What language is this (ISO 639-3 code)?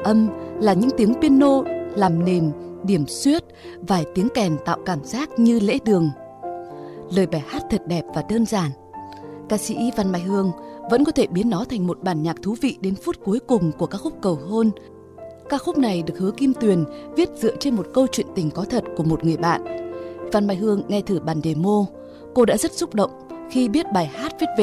vie